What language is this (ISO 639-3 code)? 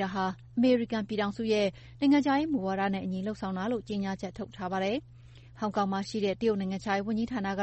mya